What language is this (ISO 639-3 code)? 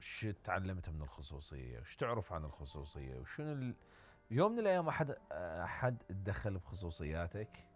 acm